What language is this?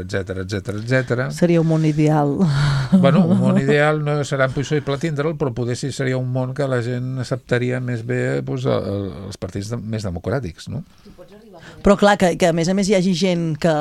Catalan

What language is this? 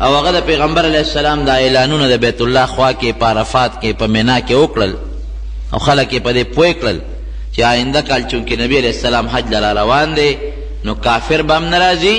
Pashto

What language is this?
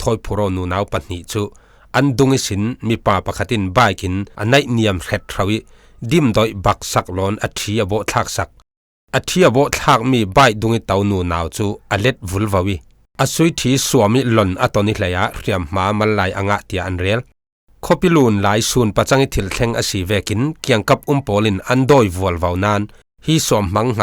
Falam Chin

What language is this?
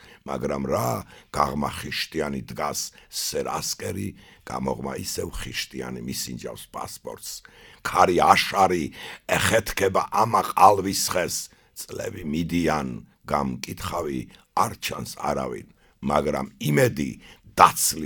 Georgian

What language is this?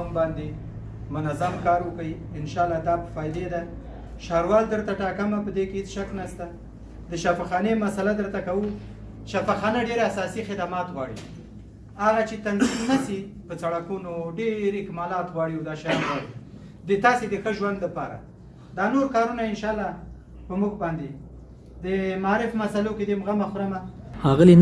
Pashto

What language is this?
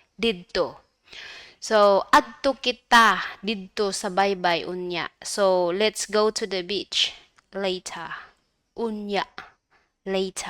Cebuano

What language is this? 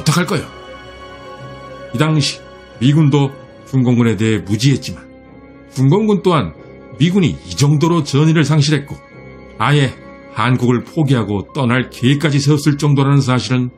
Korean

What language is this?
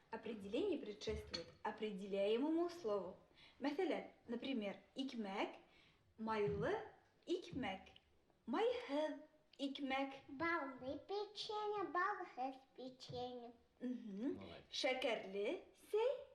Bashkir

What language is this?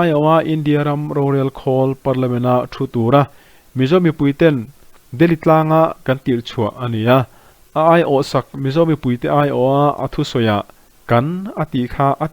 Mizo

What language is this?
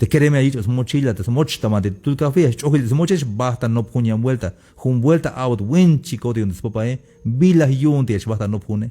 Tzeltal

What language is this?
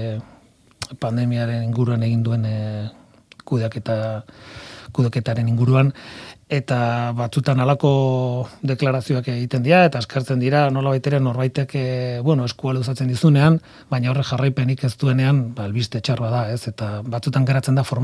Basque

